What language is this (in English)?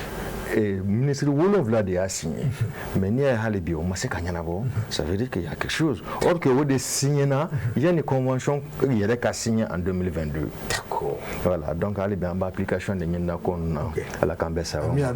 Bambara